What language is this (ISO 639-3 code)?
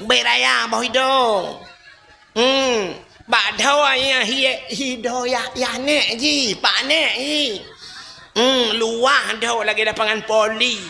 ace